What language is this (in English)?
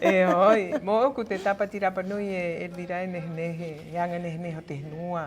Rapanui